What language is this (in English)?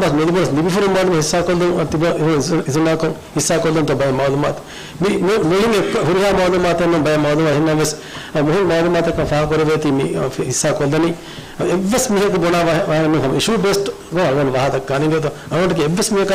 Divehi